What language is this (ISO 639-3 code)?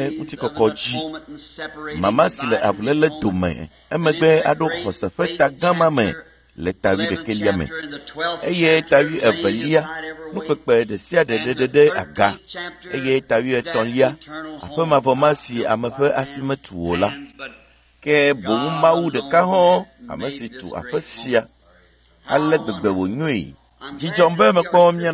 ewe